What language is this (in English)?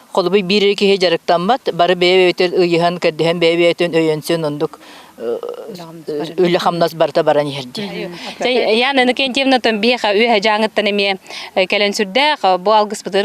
Yakut